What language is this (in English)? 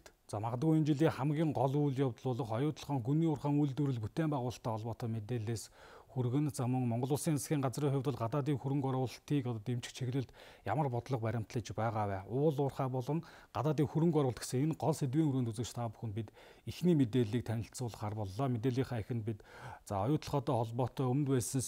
Mongolian